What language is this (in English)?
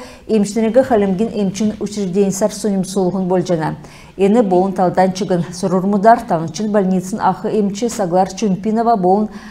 Kalmyk